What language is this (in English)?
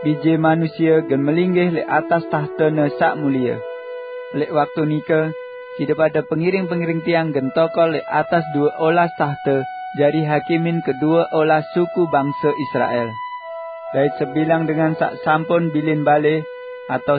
Sasak